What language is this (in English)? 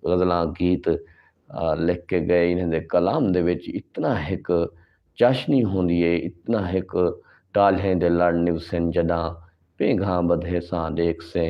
Saraiki